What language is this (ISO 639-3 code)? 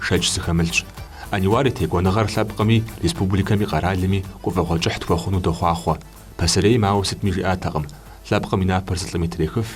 kbd